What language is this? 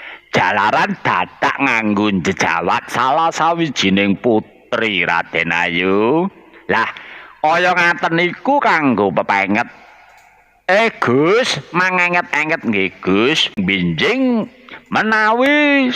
Javanese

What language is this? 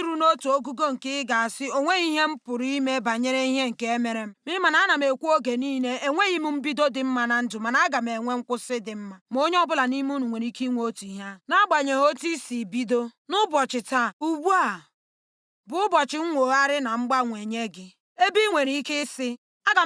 Igbo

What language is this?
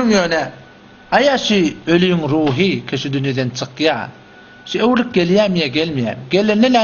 Turkmen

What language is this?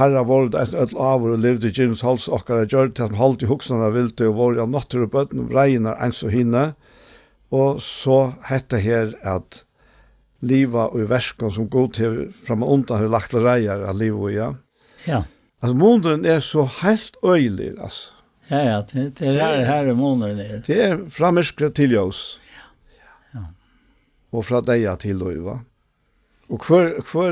Faroese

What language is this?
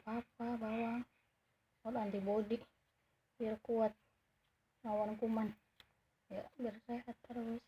Betawi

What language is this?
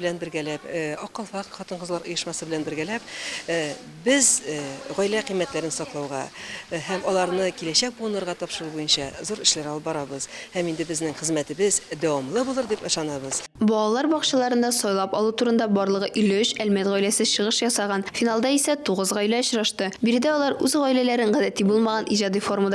Tatar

